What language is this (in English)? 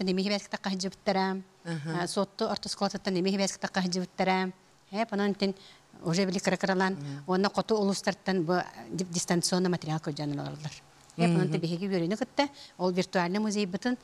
Yakut